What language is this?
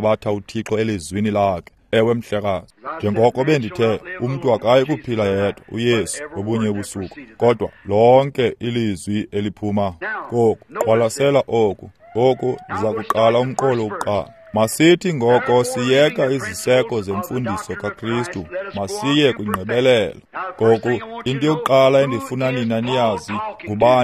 Xhosa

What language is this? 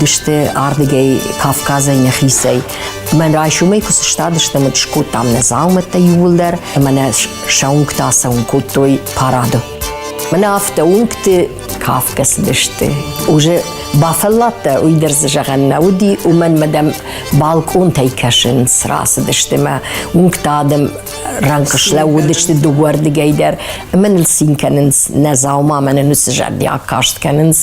Ossetic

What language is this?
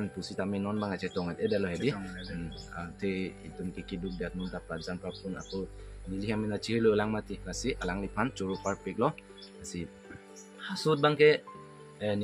Karbi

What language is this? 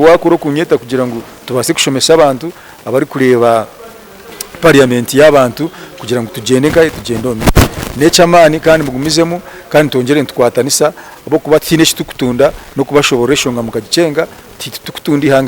Nyankole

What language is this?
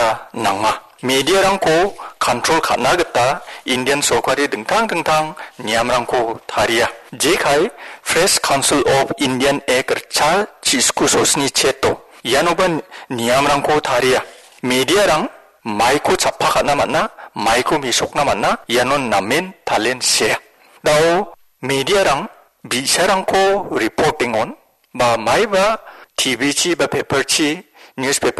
Garo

